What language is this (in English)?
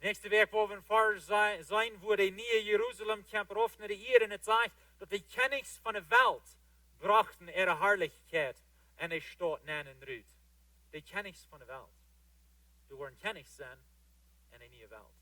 Plautdietsch